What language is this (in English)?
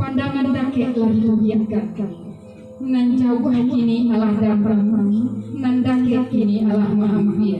Minangkabau